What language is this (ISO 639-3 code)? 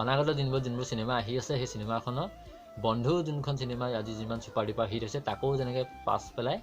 asm